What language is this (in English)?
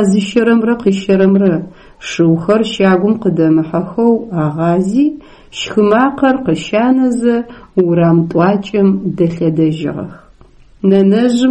Adyghe